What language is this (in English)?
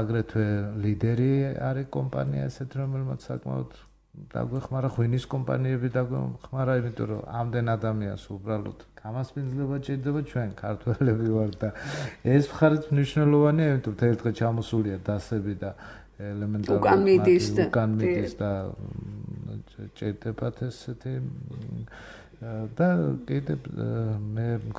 Georgian